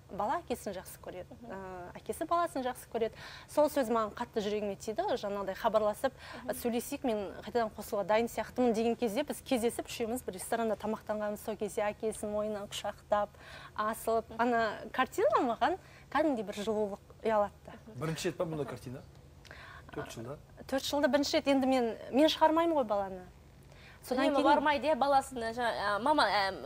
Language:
Kazakh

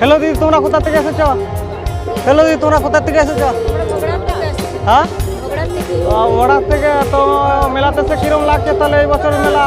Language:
Santali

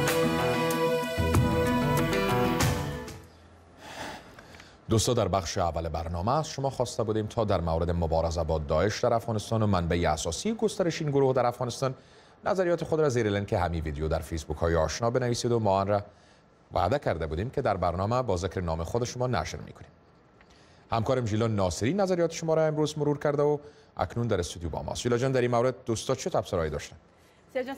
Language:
Persian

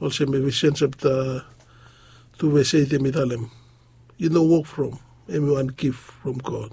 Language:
Bislama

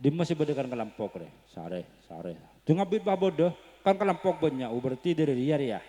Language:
Madurese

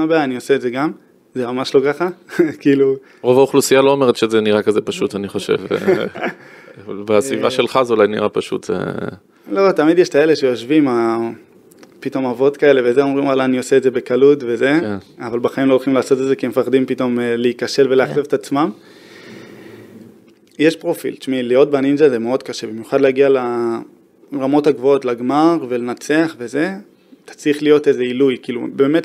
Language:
Hebrew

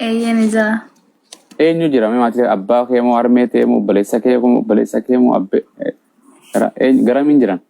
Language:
Oromo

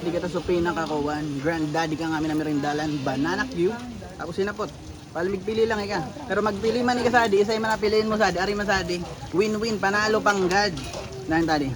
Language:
Bikol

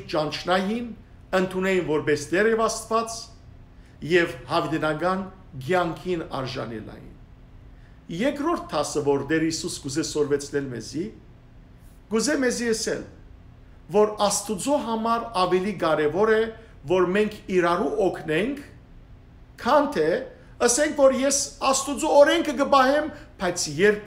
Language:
Western Armenian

